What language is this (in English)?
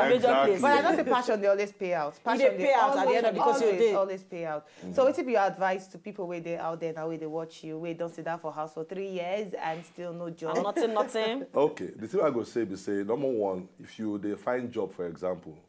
Nigerian Pidgin